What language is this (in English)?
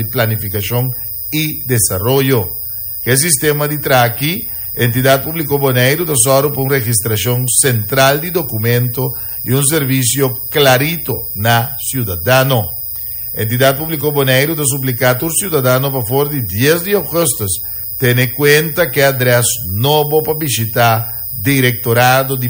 Papiamento